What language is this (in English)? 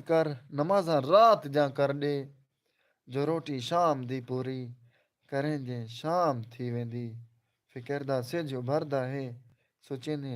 Saraiki